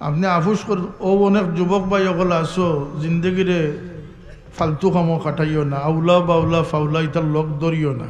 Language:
Sylheti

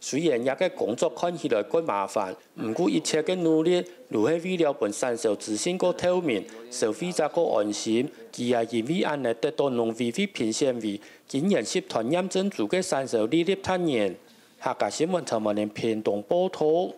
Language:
Hakka Chinese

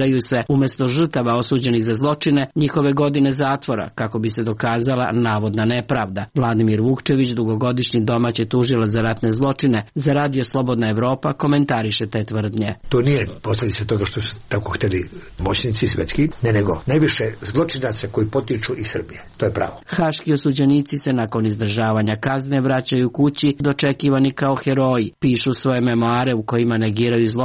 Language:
Serbian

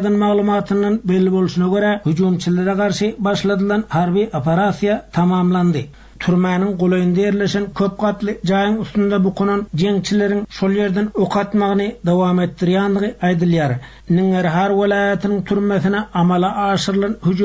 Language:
Turkmen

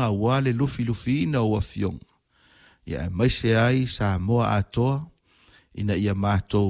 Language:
Samoan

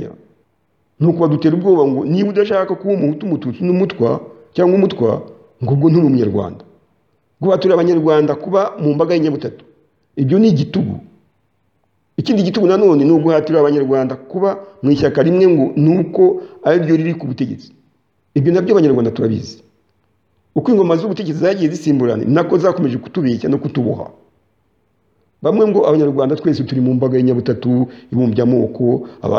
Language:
Kinyarwanda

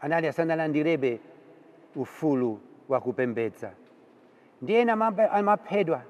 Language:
Nyanja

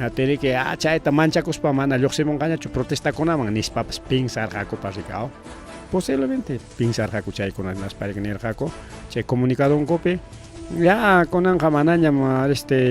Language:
Ayacucho Quechua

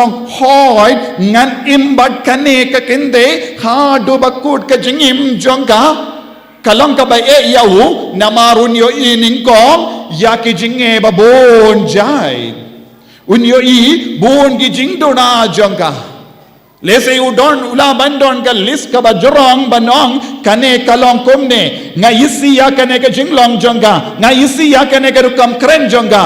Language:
Khasi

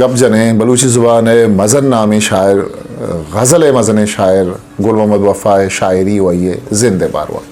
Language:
Eastern Balochi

